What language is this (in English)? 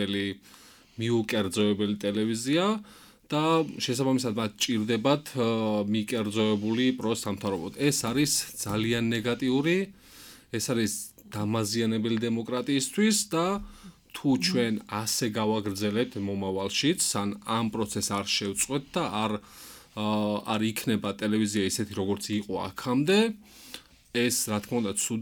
Georgian